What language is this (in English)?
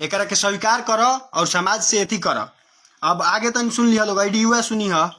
Bhojpuri